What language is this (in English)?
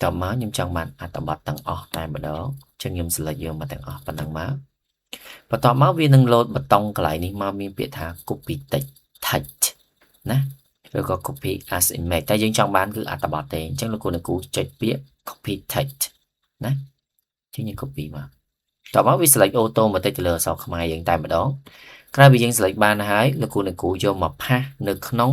Khmer